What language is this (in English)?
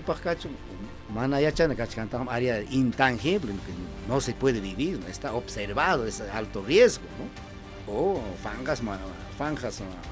Ayacucho Quechua